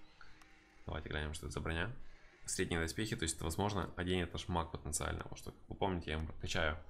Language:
Russian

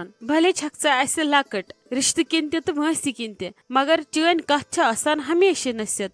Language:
Kashmiri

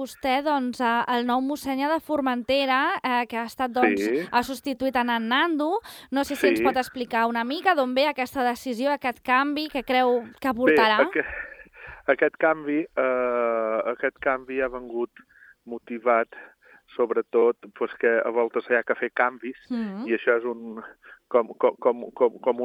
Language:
Catalan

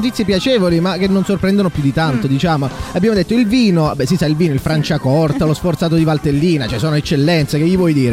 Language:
Italian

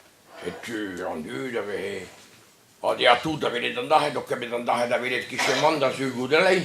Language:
Breton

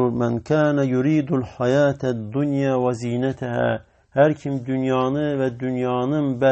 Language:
Azerbaijani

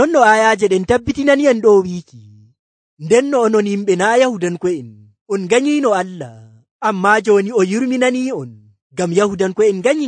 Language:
Nigerian Fulfulde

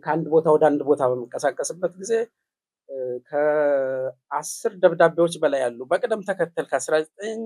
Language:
Amharic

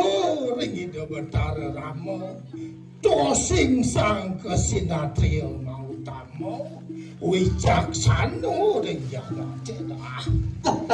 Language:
Balinese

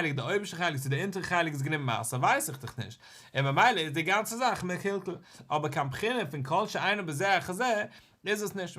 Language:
Yiddish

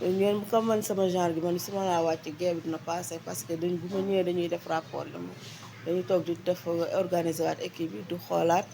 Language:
Wolof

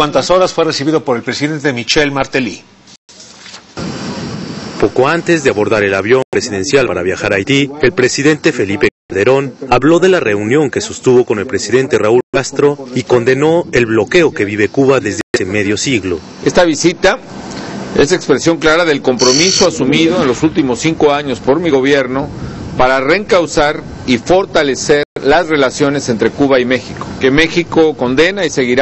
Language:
Spanish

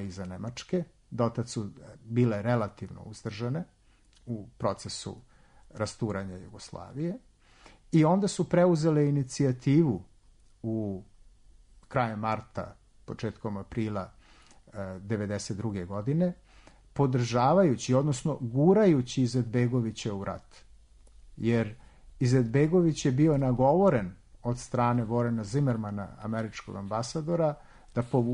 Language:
Serbian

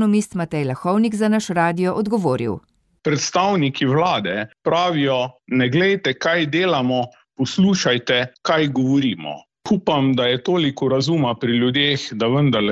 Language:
Slovenian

